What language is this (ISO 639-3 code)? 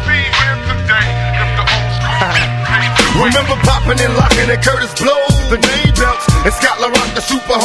eng